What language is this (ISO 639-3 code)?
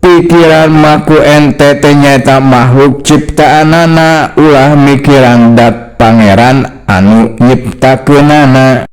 sun